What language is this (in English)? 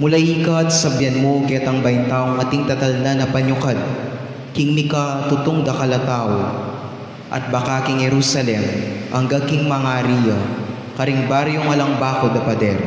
Pampanga